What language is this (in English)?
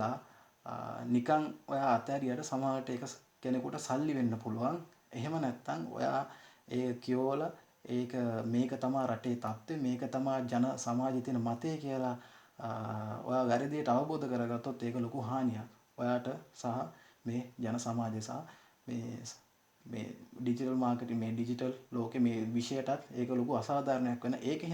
Sinhala